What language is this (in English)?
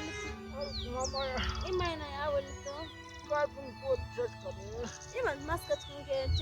Ayacucho Quechua